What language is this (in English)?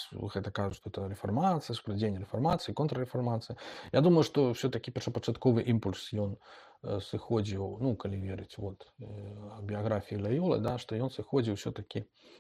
Belarusian